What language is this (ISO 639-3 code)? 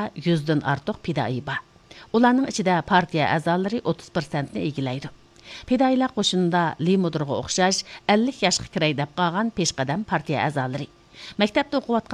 uig